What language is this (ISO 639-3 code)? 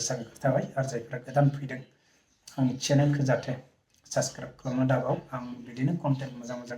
brx